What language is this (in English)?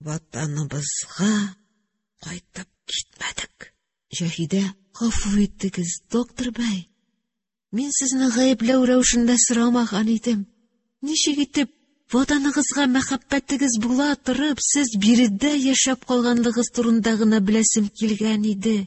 Tatar